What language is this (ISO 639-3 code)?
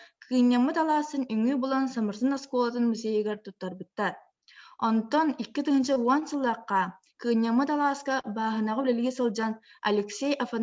sah